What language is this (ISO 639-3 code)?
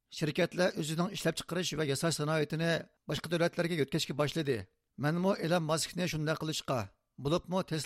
uig